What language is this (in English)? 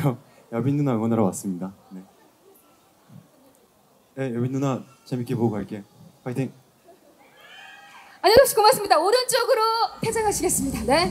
Korean